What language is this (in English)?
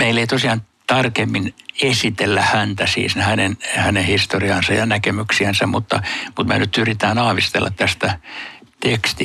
Finnish